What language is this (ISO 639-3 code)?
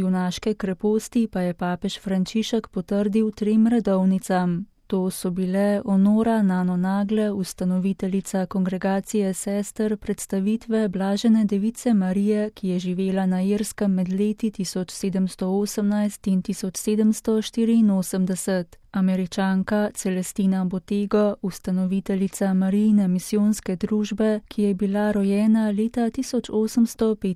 slv